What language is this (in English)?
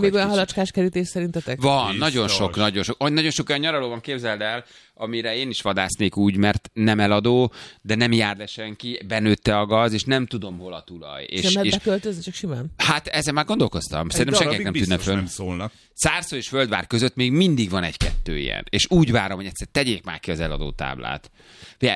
Hungarian